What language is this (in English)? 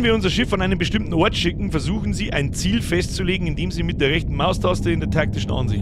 Bavarian